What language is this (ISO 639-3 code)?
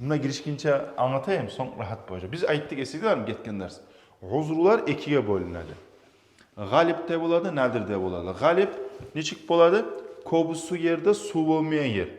kum